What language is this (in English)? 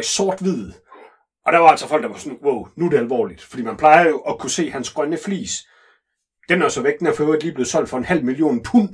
Danish